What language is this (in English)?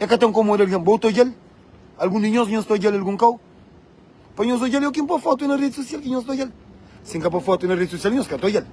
Kabuverdianu